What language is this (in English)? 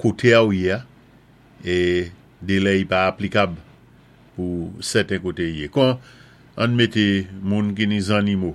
Saint Lucian Creole French